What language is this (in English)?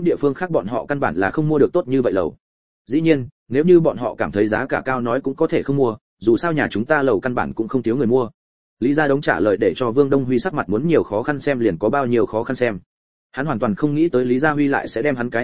Vietnamese